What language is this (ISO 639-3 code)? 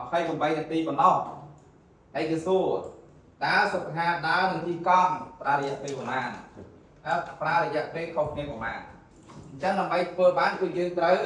khm